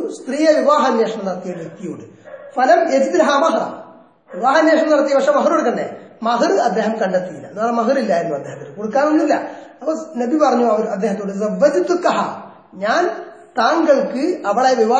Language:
Malayalam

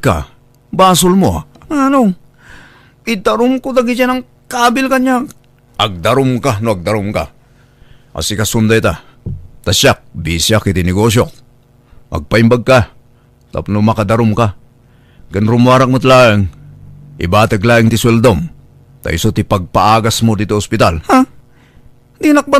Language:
Iloko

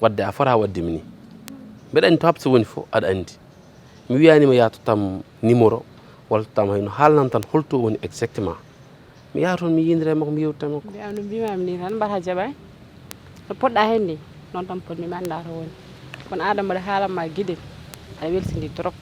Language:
Fula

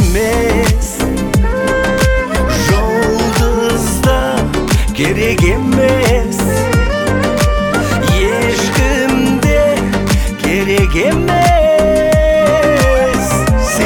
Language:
Kazakh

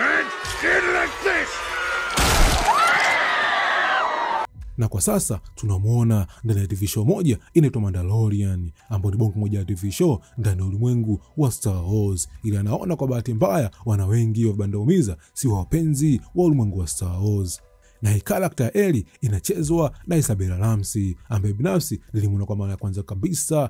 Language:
Swahili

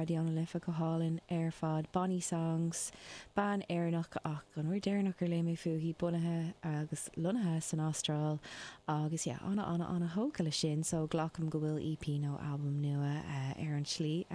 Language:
Irish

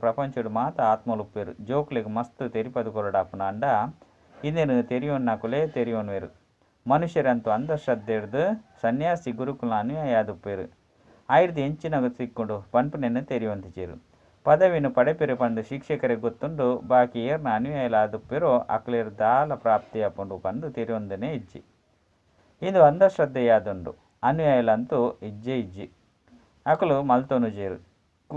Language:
Tulu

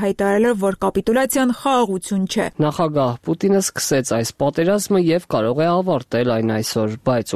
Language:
Armenian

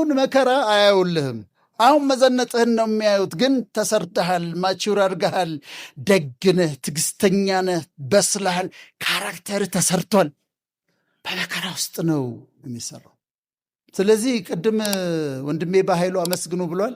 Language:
Amharic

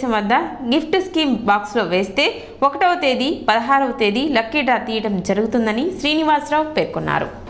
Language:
Telugu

